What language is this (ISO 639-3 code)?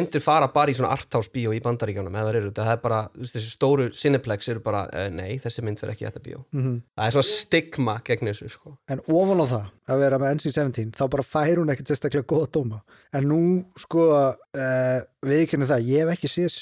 isl